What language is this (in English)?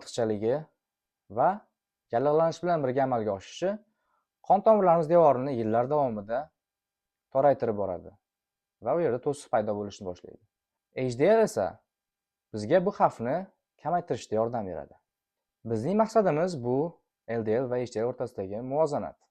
Uzbek